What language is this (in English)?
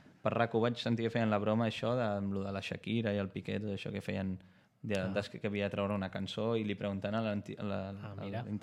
Catalan